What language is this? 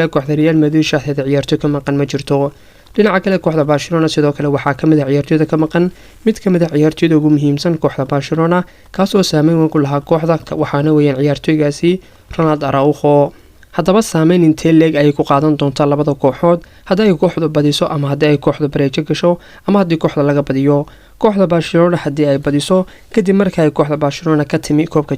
Somali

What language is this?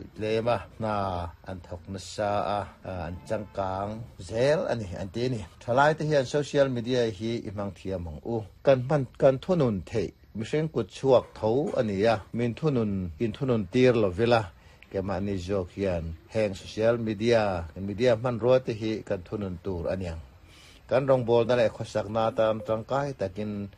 Mizo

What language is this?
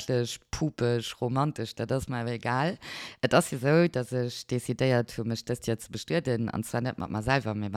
Luxembourgish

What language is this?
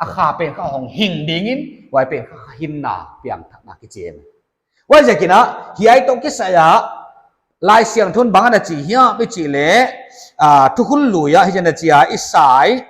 Paite Chin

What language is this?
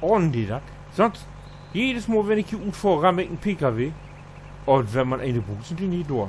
Low German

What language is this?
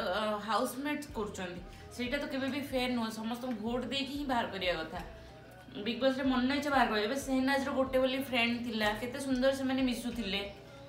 Odia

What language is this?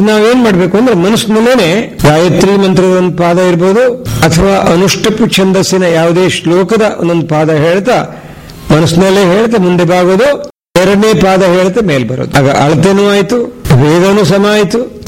Kannada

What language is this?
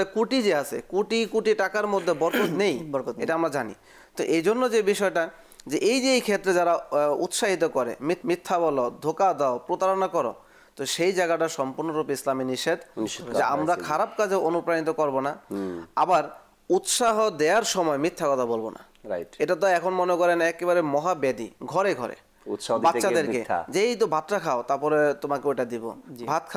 Bangla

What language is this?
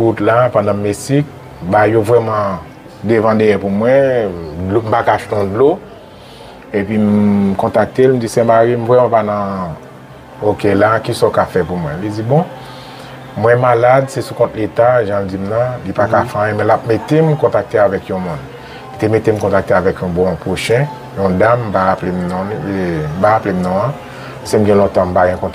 Haitian Creole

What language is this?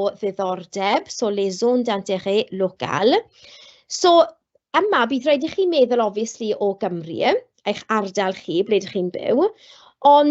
Welsh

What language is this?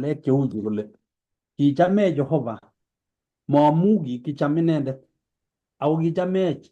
Kalenjin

